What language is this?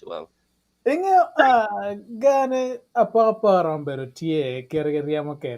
Acoli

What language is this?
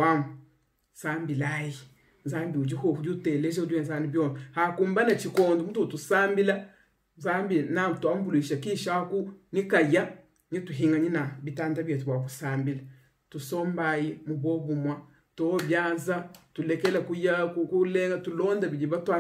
Luba-Lulua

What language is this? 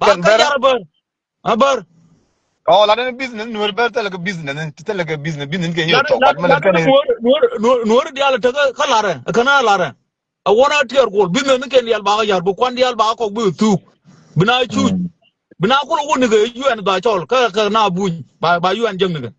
Nuer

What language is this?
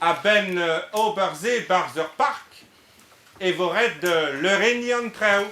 Breton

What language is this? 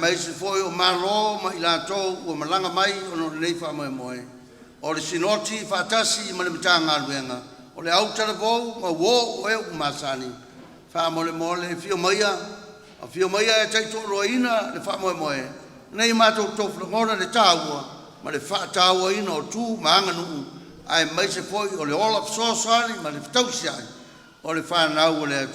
Samoan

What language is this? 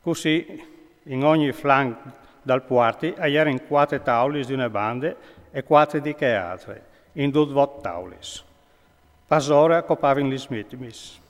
Friulian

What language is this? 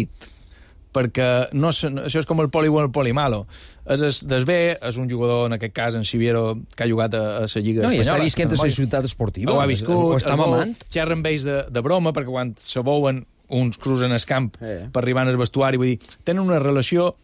Catalan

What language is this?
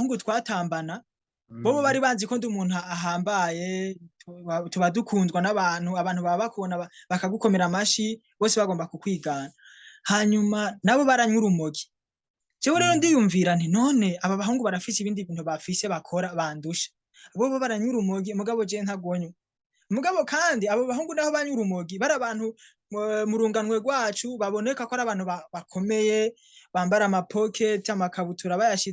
Rundi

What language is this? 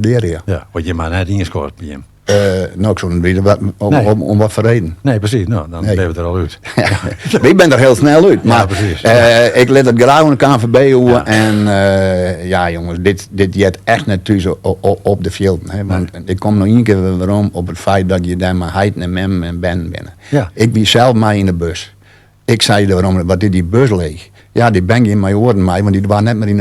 Western Frisian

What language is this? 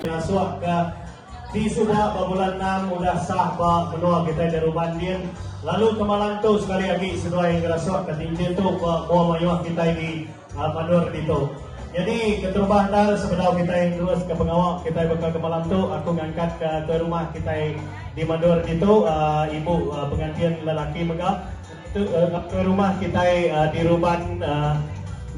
Iban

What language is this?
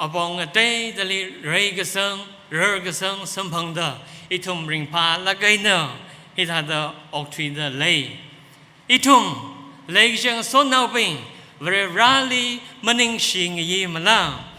Tangkhul Naga (India)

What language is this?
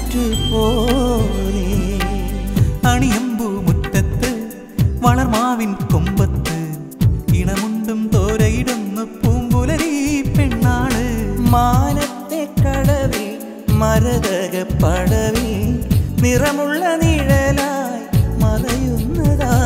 Malayalam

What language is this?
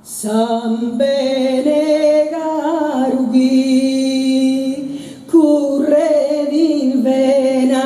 Sardinian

